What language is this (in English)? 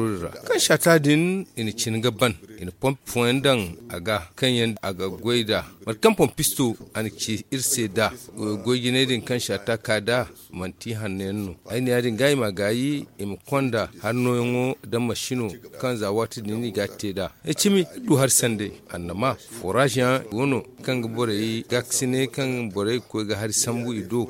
Zarma